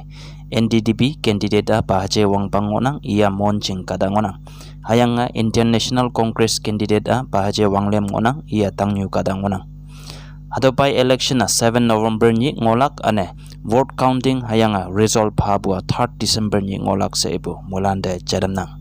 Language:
Konyak Naga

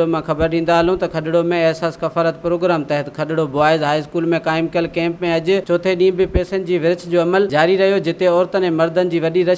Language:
Sindhi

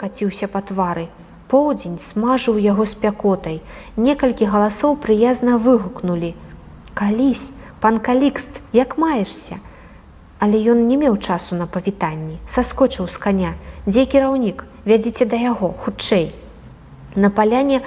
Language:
Belarusian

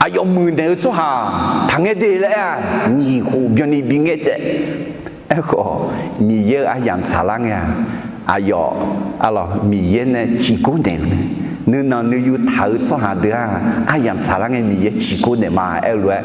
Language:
Akha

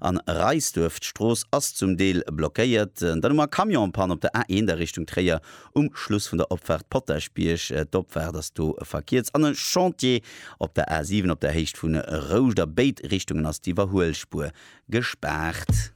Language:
Luxembourgish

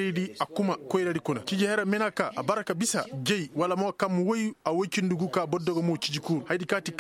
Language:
Koyraboro Senni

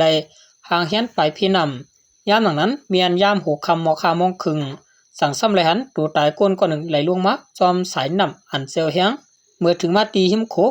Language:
Shan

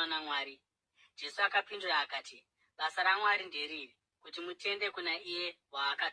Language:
Shona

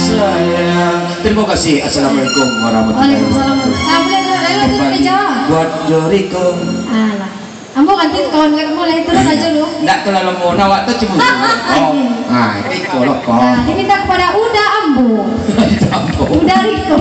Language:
Minangkabau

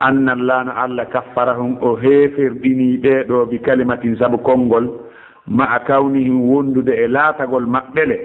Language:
Pular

